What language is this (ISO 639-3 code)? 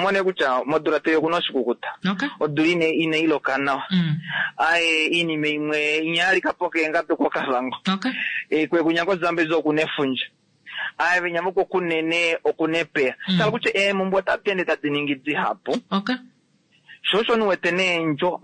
kua